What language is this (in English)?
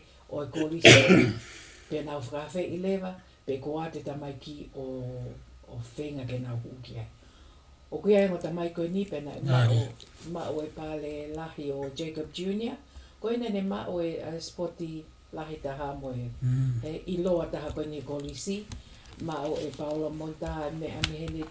Tongan